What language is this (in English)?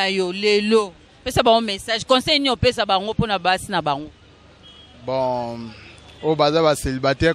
Lingala